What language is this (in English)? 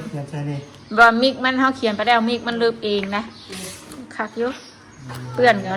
Northeastern Thai